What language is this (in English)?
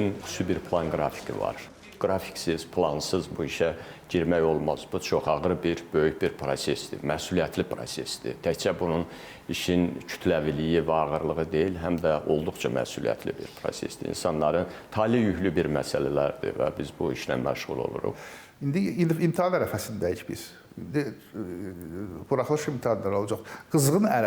Azerbaijani